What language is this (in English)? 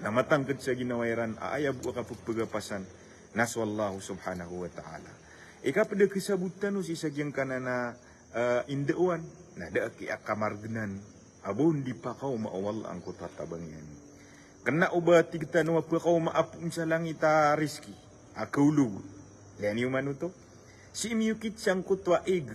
Maranao